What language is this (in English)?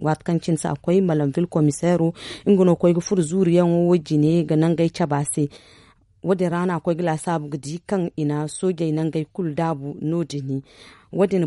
Zarma